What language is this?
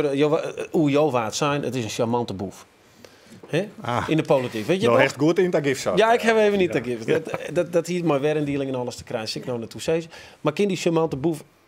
Western Frisian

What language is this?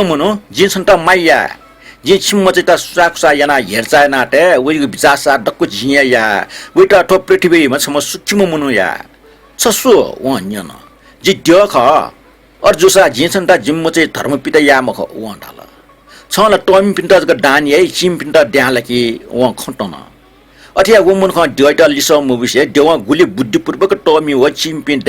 Newari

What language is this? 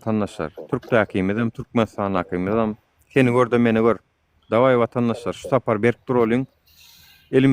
Turkmen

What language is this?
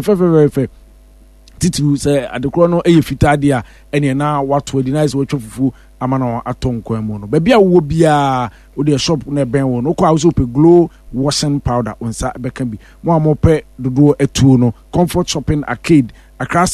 Akan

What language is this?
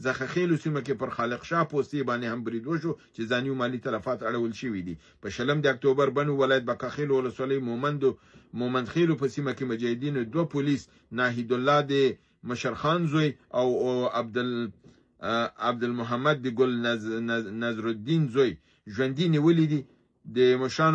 Pashto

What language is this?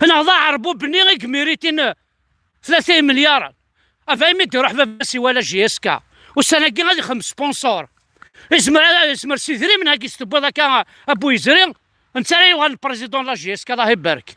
Kabyle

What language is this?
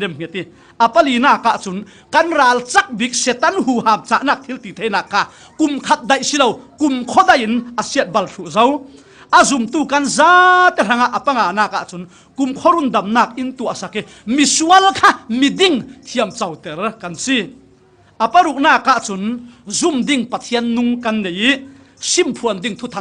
Falam Chin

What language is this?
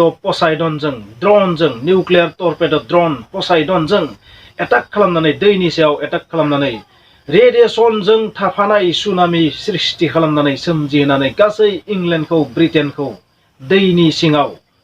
Bodo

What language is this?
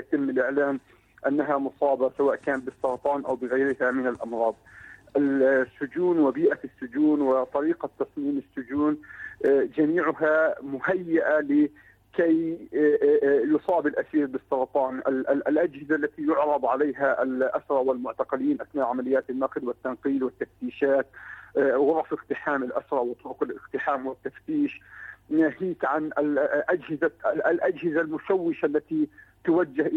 Arabic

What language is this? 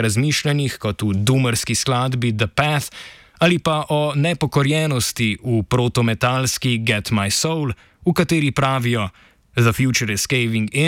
Slovenian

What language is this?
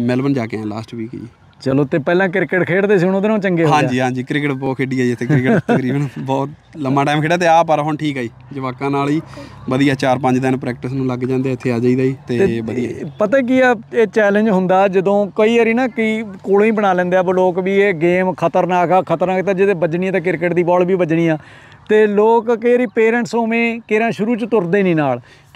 Punjabi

